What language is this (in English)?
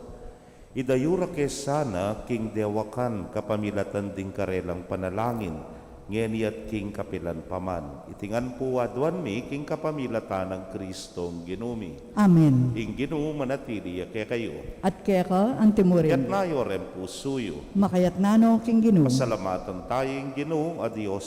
Pampanga